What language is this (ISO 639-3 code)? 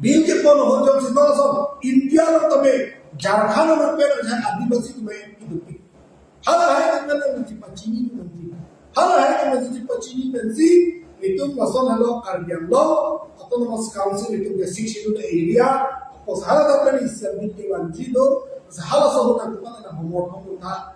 mjw